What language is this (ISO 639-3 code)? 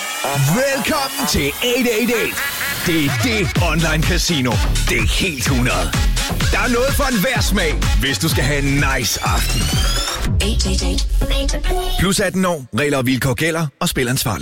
dan